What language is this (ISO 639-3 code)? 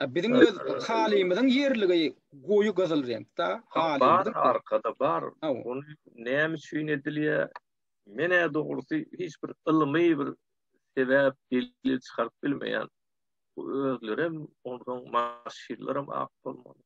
tuk